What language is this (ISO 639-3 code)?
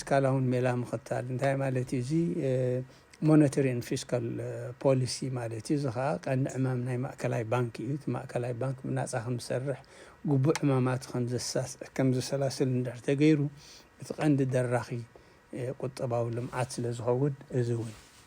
tir